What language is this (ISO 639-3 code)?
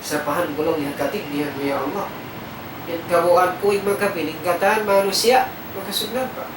tsg